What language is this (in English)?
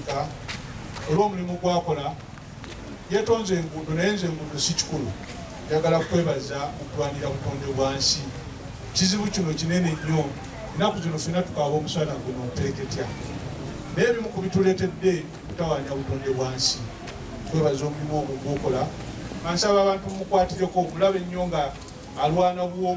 Ganda